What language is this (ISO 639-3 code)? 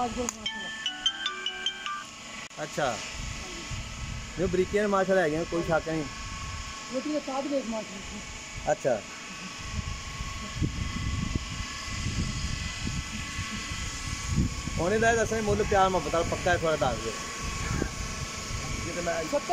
pan